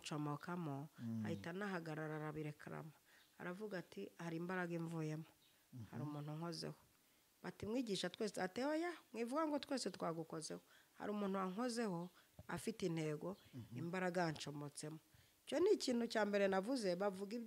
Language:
Kinyarwanda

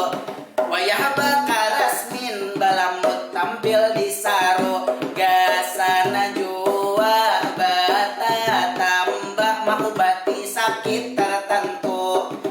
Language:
Banjar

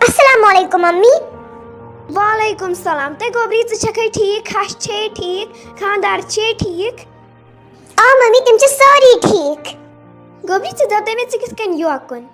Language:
Kashmiri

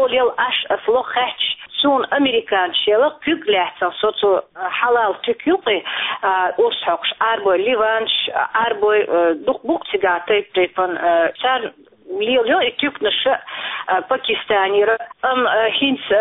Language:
Chechen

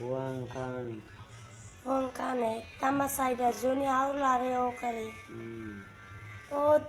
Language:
Tetum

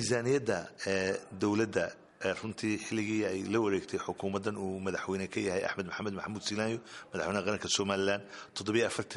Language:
Somali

